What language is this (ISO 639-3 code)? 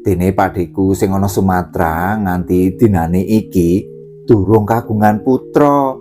jav